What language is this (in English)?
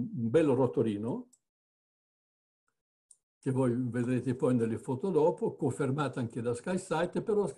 Italian